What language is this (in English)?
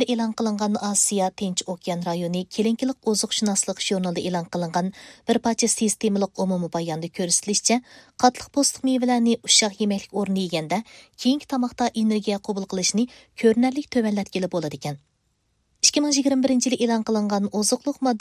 Uyghur